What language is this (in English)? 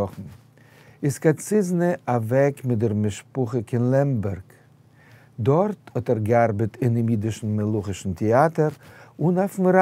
Yiddish